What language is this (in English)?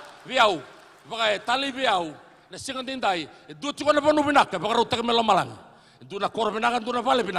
Fijian